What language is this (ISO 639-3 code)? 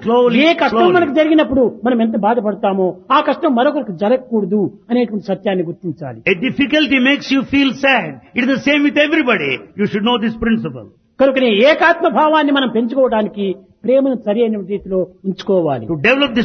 tel